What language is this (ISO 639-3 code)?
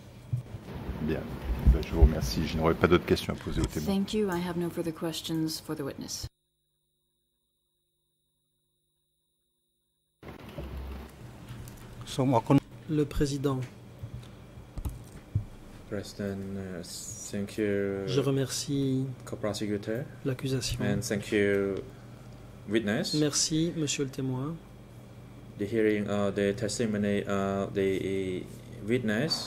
fra